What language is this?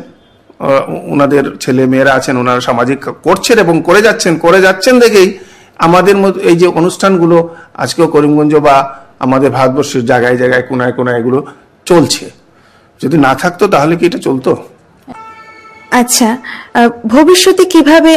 Bangla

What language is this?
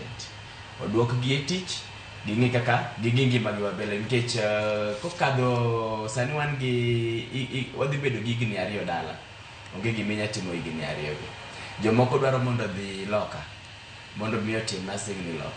Luo (Kenya and Tanzania)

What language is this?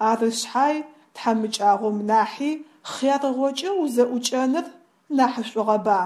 Adyghe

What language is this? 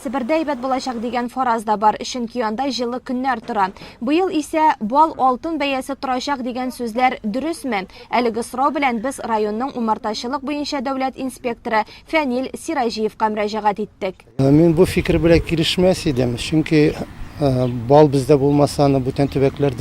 Tatar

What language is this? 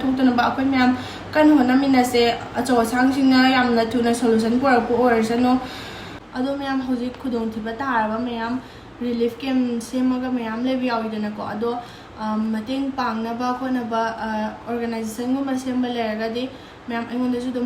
Manipuri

